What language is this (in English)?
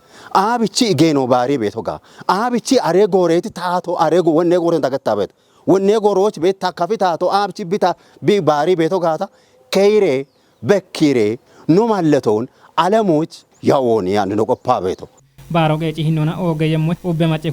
Kafa